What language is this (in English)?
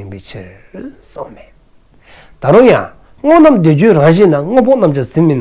Dzongkha